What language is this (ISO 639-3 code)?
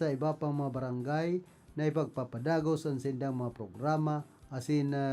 bik